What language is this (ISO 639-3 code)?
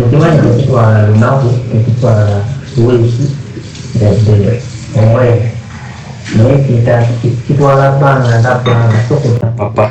lug